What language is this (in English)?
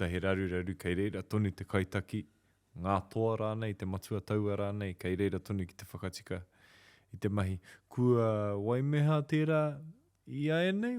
Māori